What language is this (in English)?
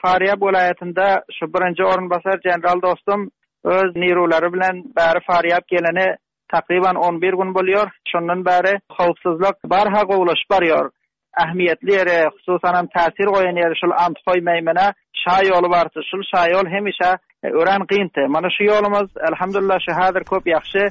Turkmen